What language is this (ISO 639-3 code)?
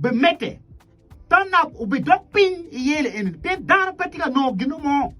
ach